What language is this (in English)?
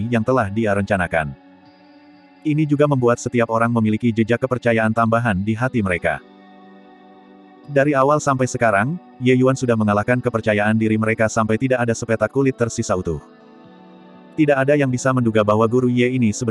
Indonesian